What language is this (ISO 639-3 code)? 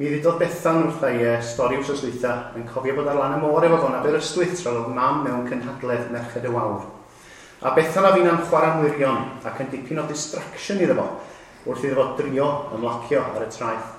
cym